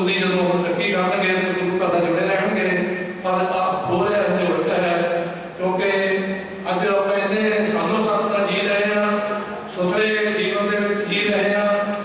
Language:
Punjabi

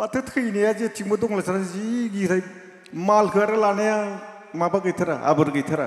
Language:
Bodo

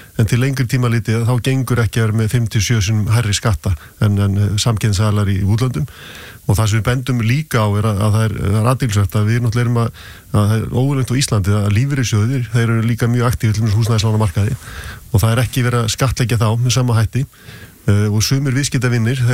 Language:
Icelandic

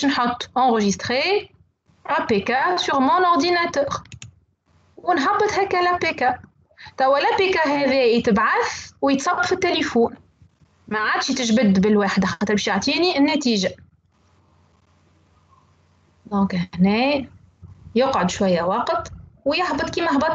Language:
Tunisian Arabic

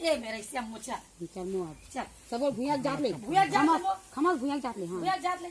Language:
Chhattisgarhi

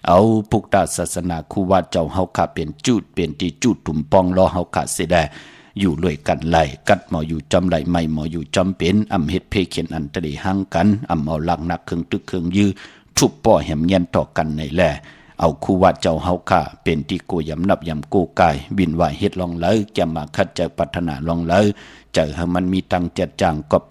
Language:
Shan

